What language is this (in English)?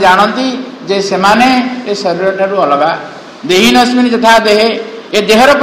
Odia